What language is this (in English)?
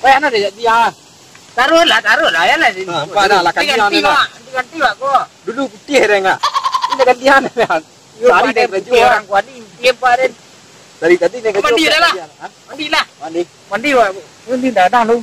Minangkabau